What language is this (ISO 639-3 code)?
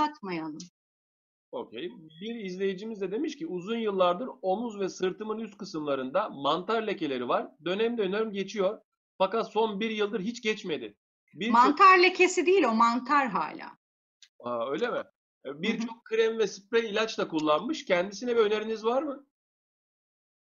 tur